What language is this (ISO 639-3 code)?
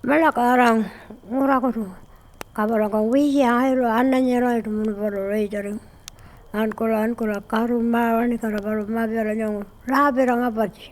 pjt